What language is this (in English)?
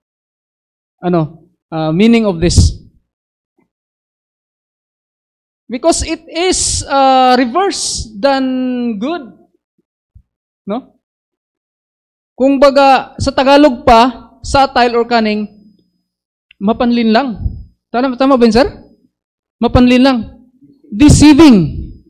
Filipino